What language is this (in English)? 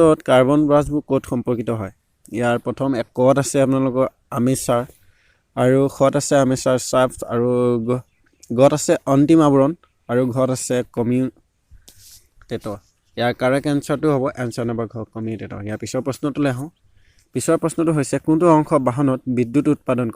Assamese